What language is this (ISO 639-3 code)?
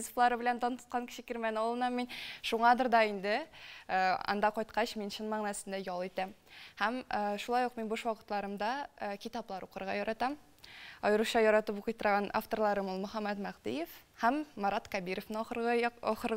tat